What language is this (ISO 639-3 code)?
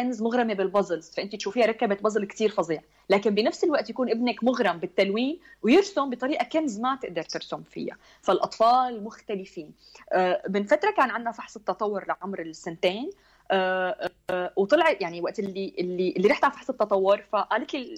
apc